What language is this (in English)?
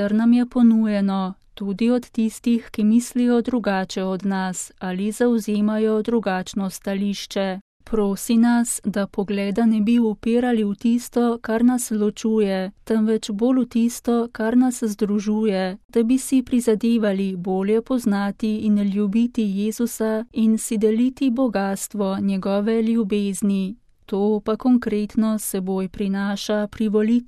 Slovenian